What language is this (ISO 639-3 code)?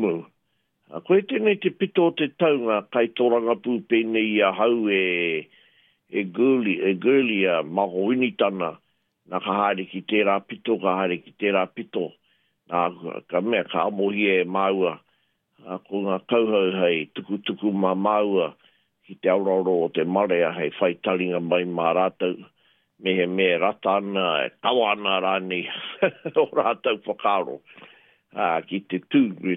mri